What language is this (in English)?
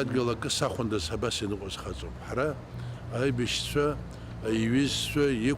Abkhazian